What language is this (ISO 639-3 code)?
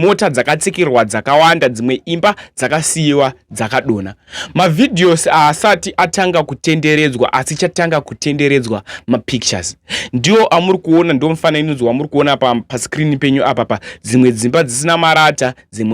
sna